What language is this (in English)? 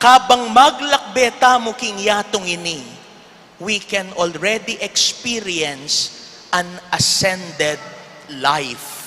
Pampanga